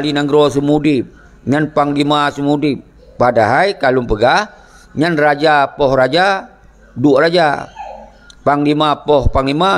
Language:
Achinese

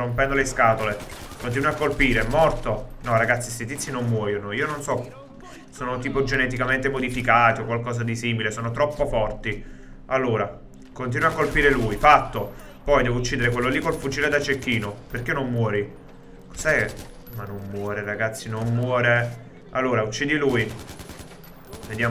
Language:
Italian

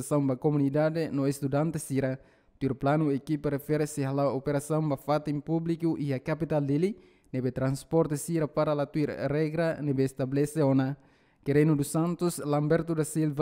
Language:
Tetum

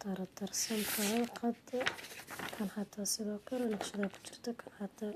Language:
Somali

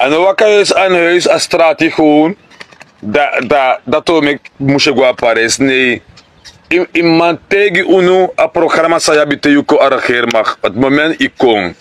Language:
Sranan Tongo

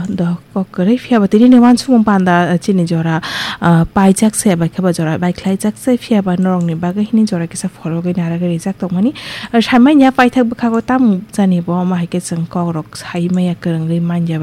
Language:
Kok Borok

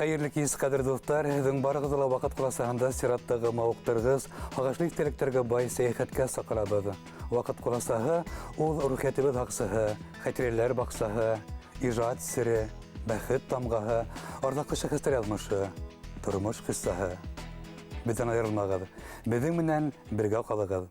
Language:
Bashkir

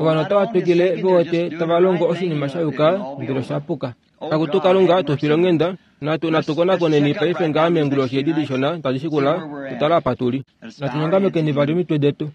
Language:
Kuanyama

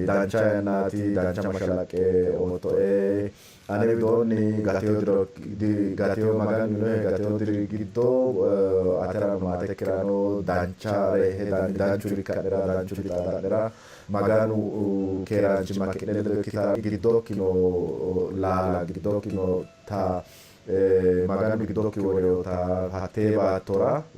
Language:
Sidamo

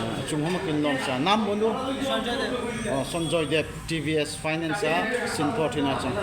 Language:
Darlong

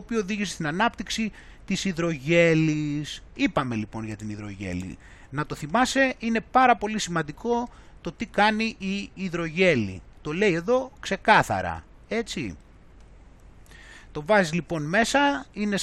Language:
Greek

